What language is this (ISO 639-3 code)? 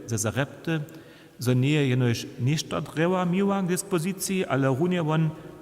hsb